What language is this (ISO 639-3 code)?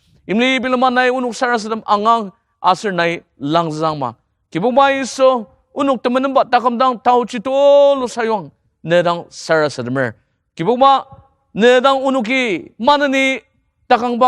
njo